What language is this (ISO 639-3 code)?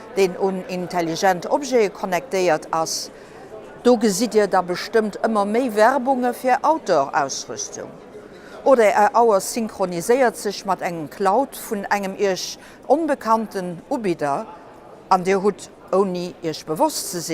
ltz